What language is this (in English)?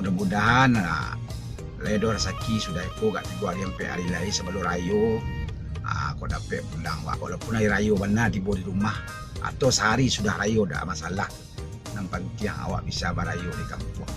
Minangkabau